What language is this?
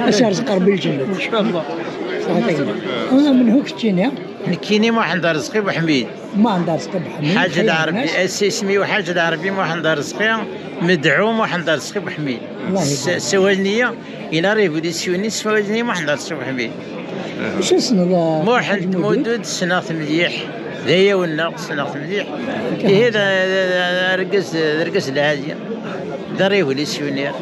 Kabyle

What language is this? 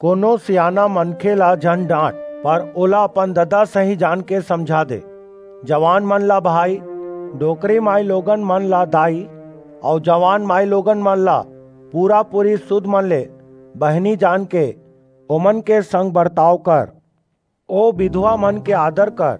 Chhattisgarhi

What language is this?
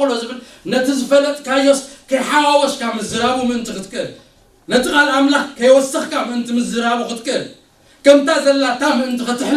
Tigrinya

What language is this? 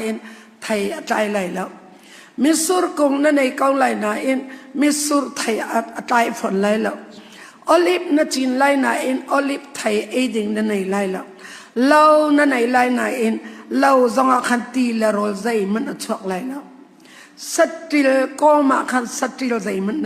Hakha Chin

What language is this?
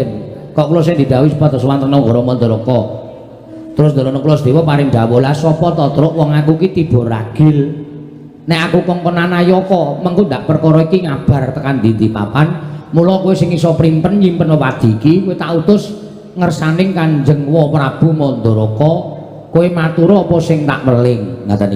Javanese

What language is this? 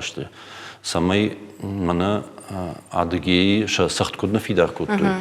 Ossetic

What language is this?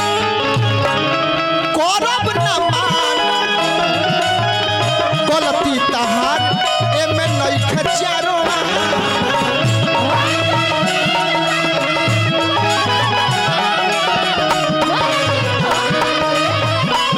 Bhojpuri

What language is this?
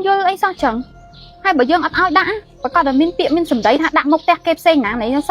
Khmer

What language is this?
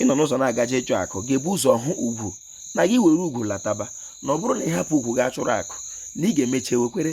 Igbo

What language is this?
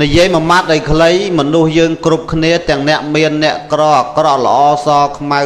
Khmer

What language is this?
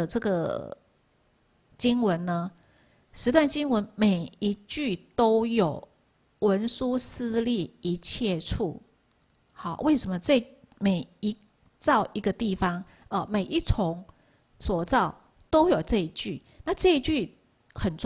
Chinese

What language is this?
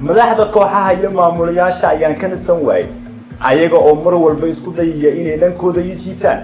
Somali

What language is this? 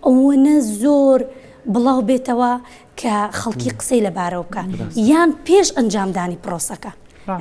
Central Kurdish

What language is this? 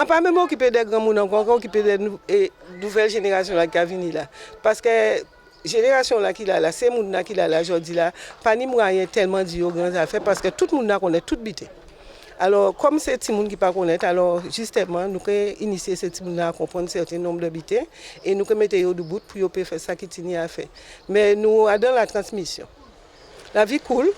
Guadeloupean Creole French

